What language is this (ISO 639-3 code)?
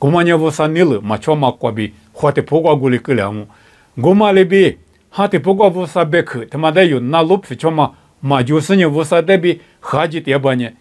lis